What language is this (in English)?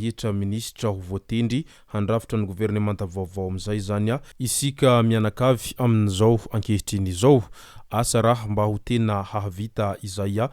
Malagasy